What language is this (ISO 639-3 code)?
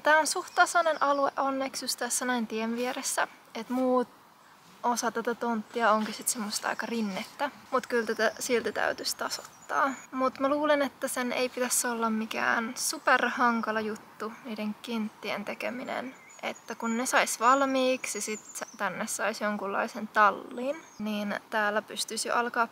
fin